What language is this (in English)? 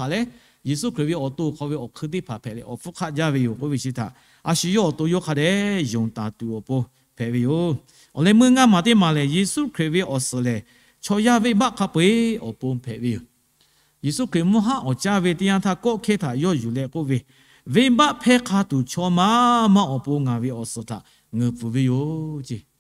Lahu